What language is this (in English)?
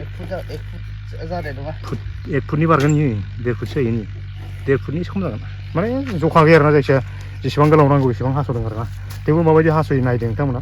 Bodo